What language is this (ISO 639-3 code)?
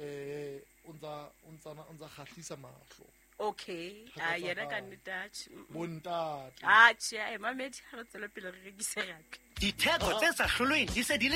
sot